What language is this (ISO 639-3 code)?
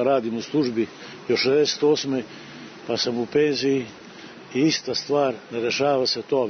srp